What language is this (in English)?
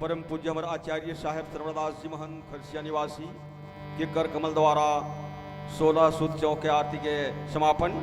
Chhattisgarhi